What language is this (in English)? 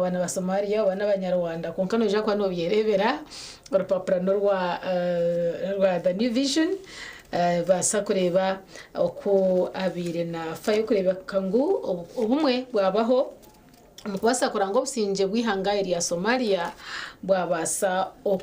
Nyankole